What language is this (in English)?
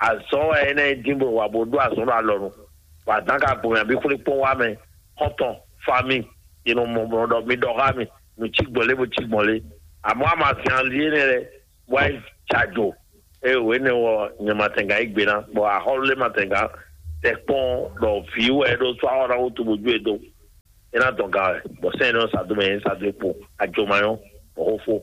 Fon